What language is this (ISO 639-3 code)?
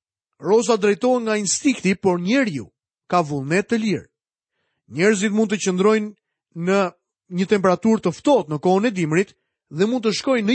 sqi